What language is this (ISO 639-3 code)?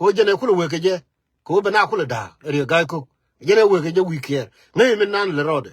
nus